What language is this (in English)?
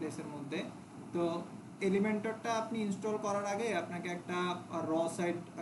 Bangla